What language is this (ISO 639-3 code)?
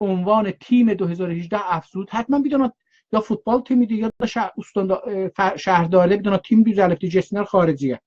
azb